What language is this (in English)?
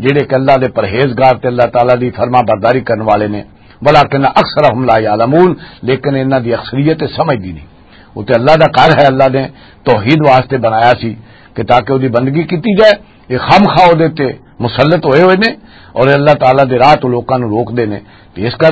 Western Panjabi